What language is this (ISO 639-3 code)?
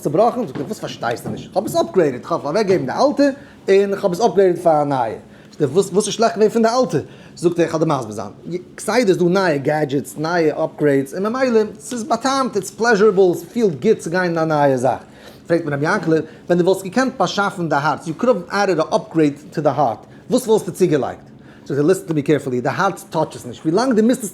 yid